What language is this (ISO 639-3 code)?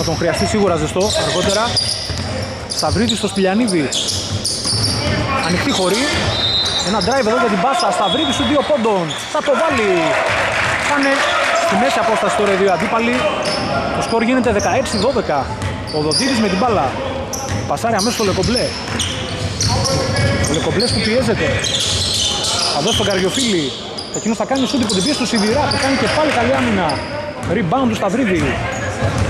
ell